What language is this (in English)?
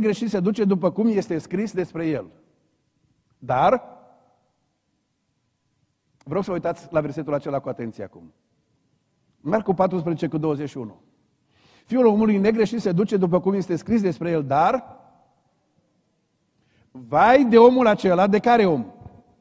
Romanian